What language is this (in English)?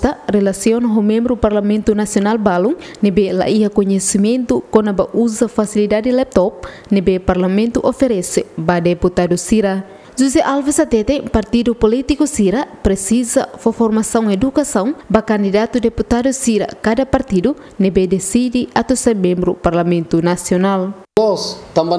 Tetum